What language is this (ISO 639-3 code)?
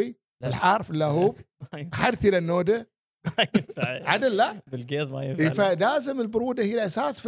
afb